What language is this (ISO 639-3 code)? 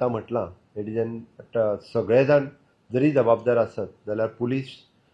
kok